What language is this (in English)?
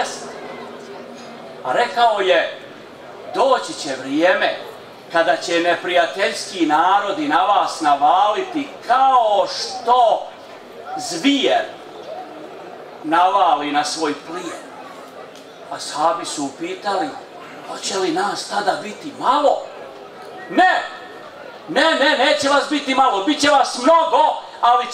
Bosnian